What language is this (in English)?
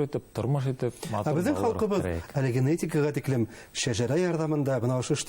Bashkir